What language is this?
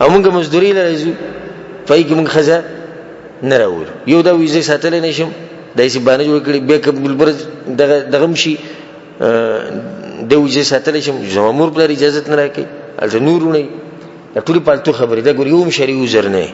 Pashto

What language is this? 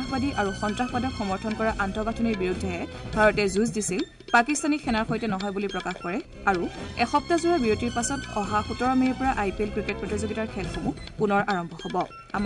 Assamese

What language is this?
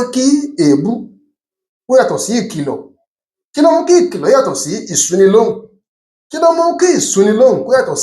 Yoruba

